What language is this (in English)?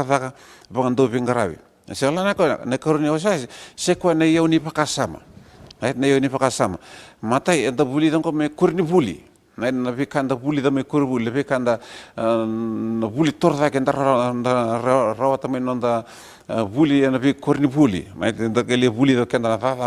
Fijian